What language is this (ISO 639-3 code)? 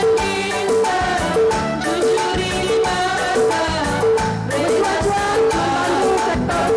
btx